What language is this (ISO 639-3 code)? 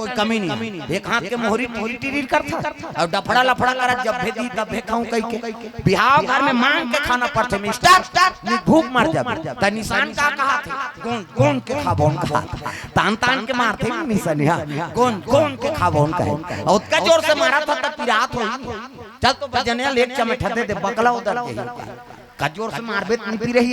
hne